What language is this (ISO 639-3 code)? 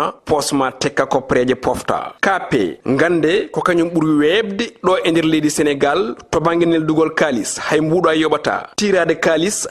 ful